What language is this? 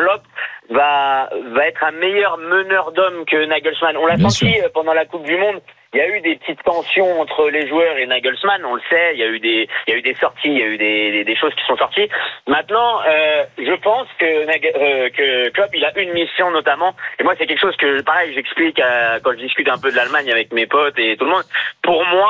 French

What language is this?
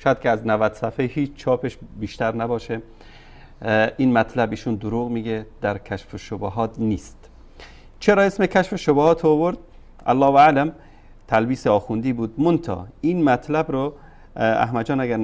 Persian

